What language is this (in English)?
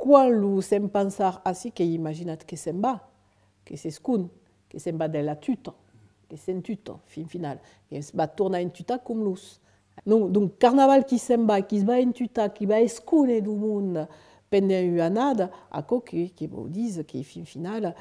Occitan